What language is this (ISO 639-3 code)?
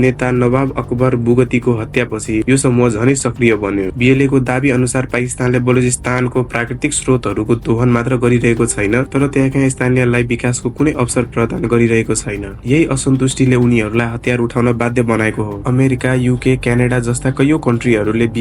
nep